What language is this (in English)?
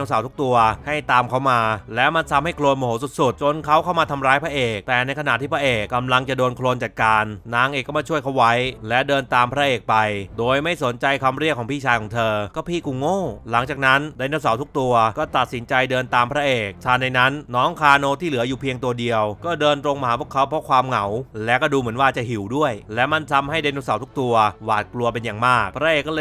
Thai